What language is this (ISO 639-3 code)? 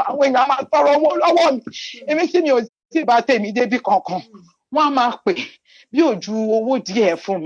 yor